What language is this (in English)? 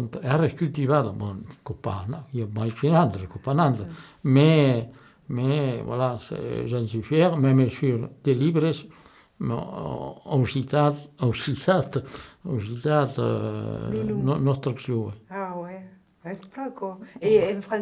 Occitan